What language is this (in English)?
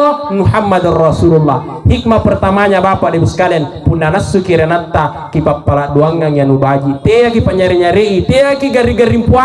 Makasar